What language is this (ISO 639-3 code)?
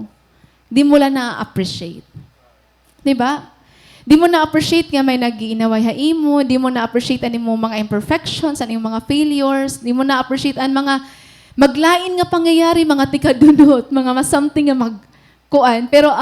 war